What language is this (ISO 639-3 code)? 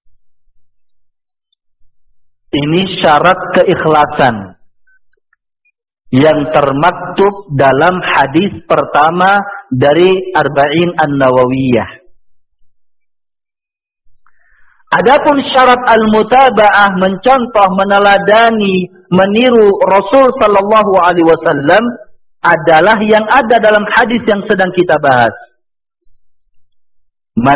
ind